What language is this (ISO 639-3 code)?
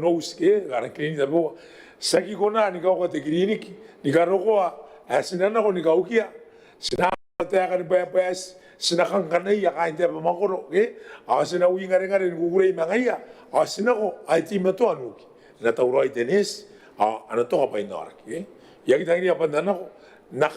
gil